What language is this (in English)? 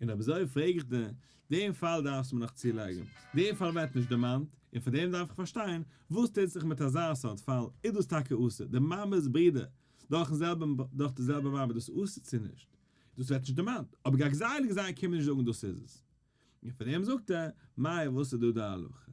Yiddish